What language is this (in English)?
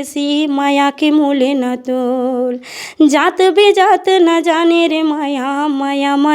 Chhattisgarhi